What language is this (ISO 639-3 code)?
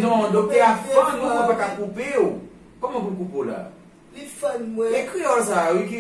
hat